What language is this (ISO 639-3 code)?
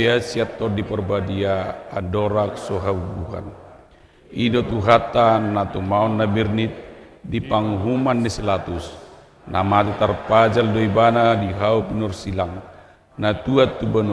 bbc